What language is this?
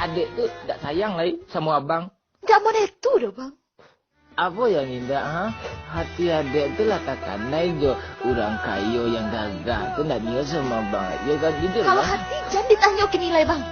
Minangkabau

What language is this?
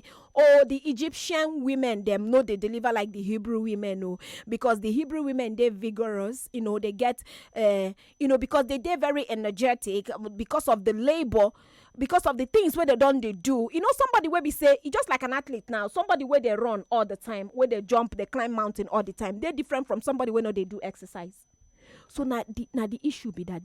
Nigerian Pidgin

